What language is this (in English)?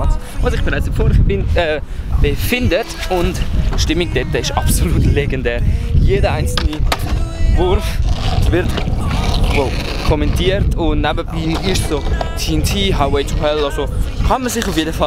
Swiss German